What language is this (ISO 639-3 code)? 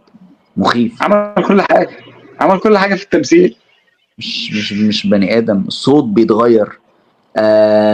arz